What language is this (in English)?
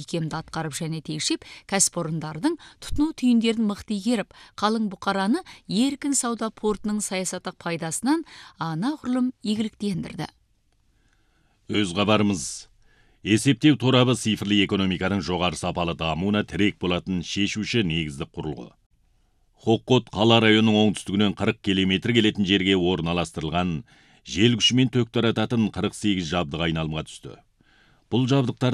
Kazakh